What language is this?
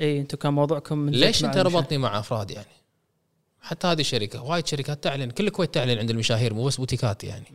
Gulf Arabic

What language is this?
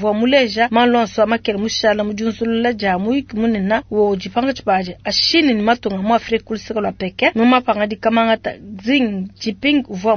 Luba-Lulua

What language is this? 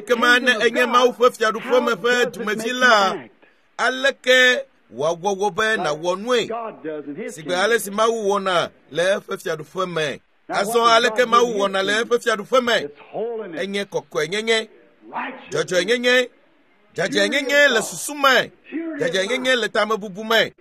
Ewe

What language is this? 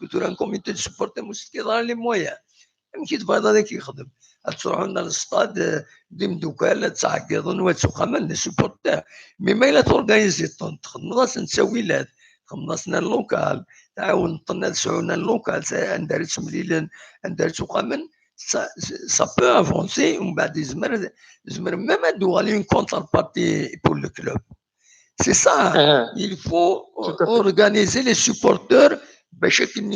Kabyle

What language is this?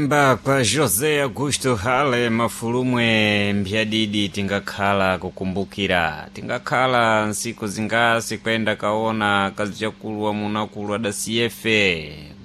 Sena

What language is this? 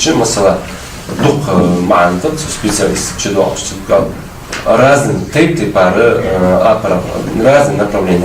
Ingush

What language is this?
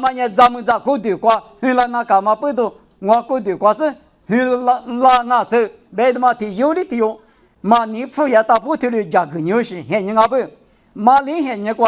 Lisu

